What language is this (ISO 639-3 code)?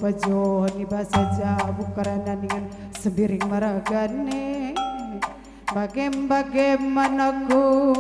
btx